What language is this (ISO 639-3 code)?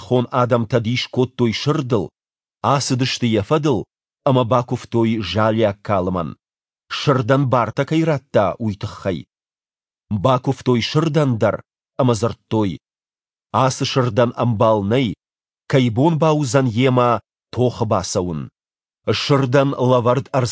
oss